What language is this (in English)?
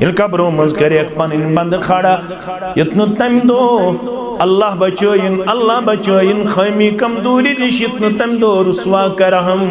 Kashmiri